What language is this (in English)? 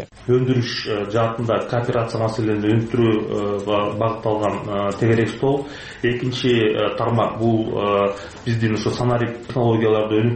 Kyrgyz